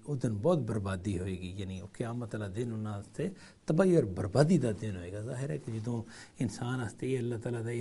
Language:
Urdu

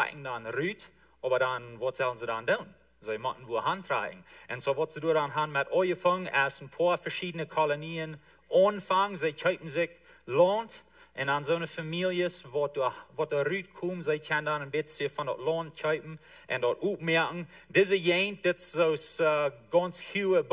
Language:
Plautdietsch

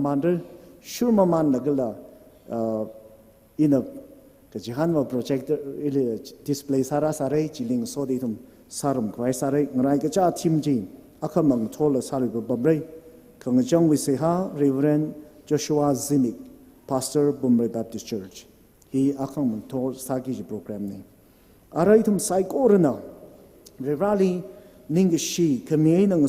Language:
Tangkhul Naga (India)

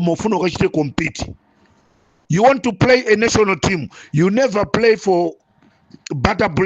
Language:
Nyanja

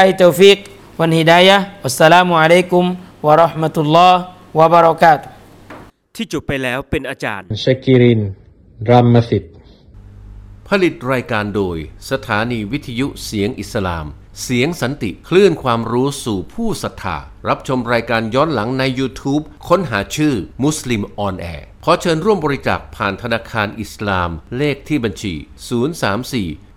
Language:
Thai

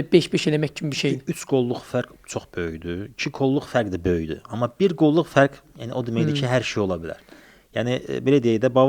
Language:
Azerbaijani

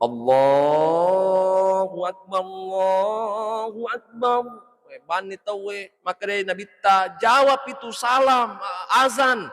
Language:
Buginese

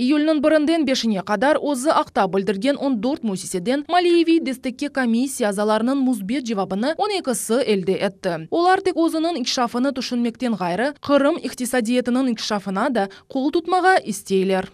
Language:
Crimean Tatar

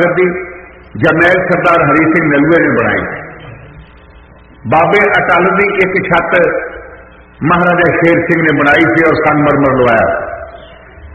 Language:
Punjabi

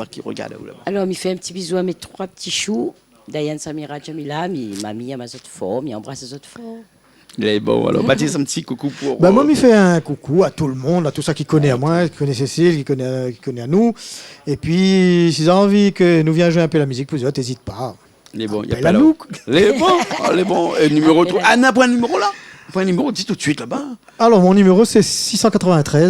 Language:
Réunion Creole French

